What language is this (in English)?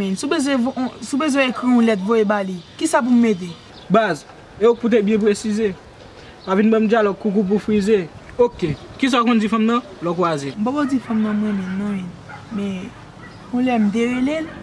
Haitian Creole